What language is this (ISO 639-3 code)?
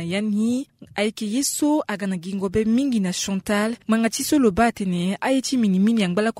sag